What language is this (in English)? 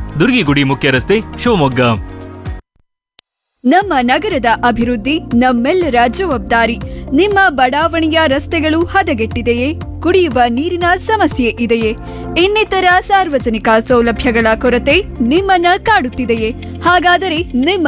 Kannada